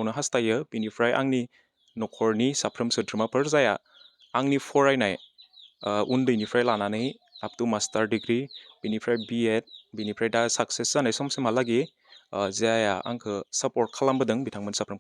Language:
Bodo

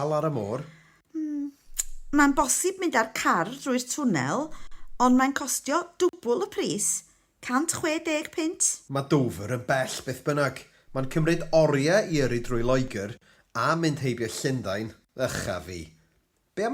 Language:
Welsh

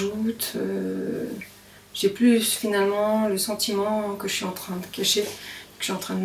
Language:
French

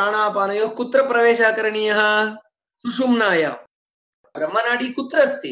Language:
Sanskrit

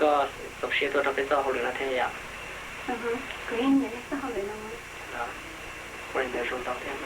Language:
Hmong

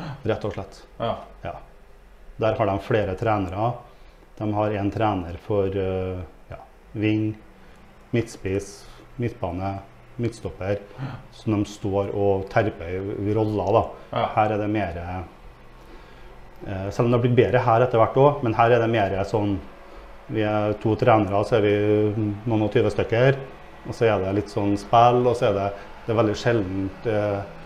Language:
Norwegian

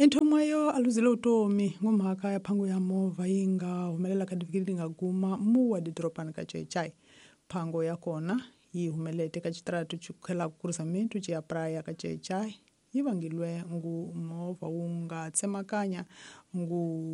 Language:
Tsonga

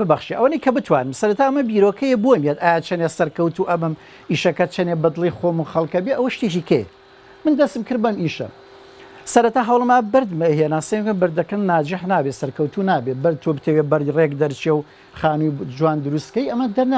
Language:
Central Kurdish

